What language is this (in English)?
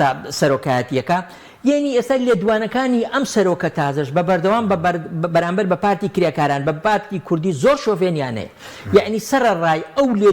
Central Kurdish